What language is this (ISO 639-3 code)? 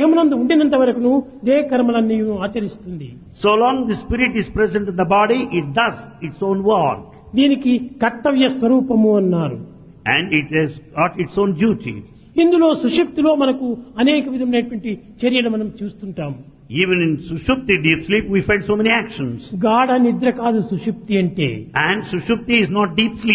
tel